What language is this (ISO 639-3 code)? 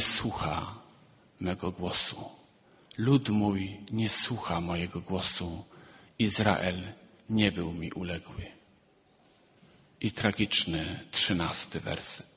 pol